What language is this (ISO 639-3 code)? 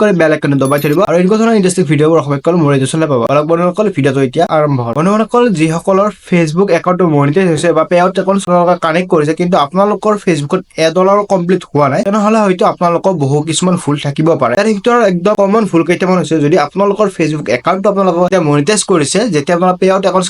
asm